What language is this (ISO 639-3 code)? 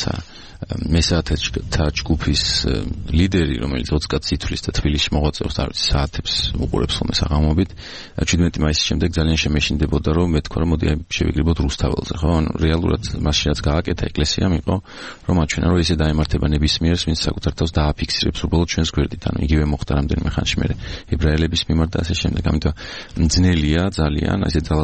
kat